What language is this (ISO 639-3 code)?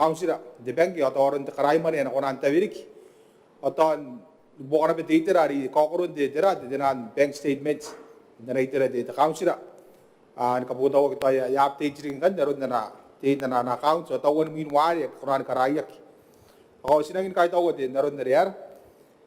gil